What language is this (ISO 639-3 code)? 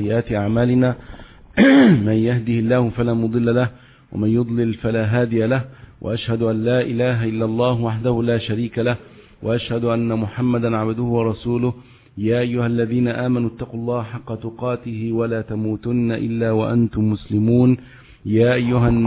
ara